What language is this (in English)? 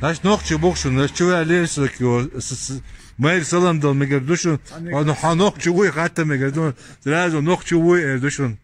Chechen